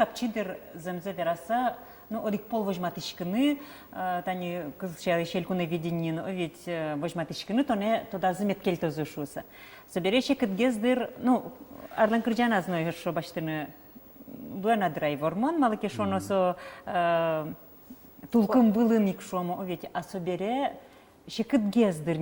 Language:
Udmurt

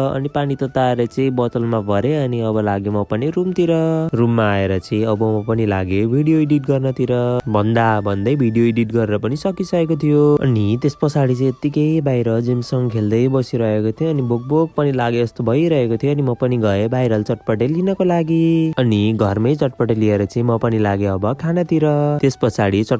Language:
Nepali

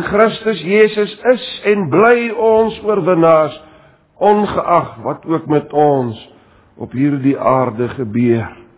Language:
Afrikaans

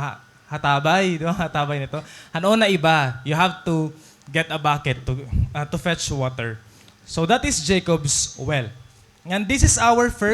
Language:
Waray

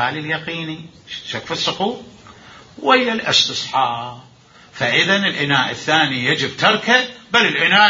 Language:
Mesopotamian Arabic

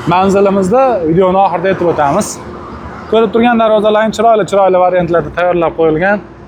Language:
Uzbek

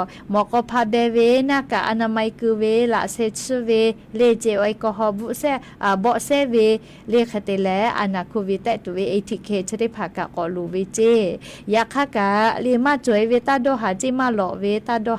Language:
Lahu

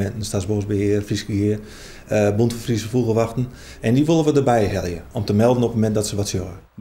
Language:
Western Frisian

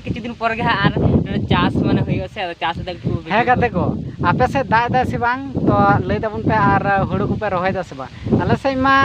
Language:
Santali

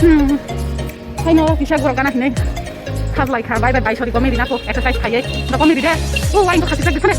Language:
Kok Borok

